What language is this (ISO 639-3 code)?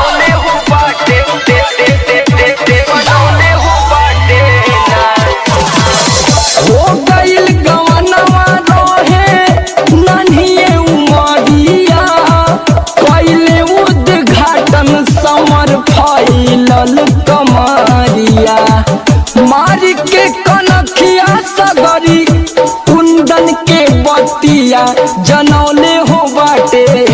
bho